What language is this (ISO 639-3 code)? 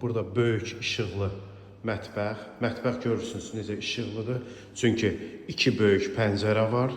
aze